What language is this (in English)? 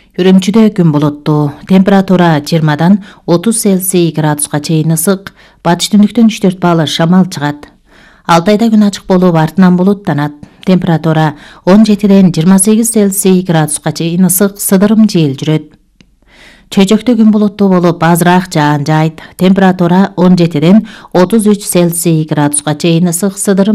Kyrgyz